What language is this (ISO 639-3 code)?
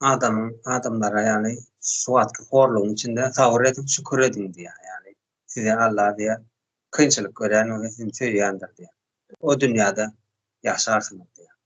tuk